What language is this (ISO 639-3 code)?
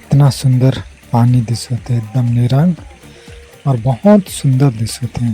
sck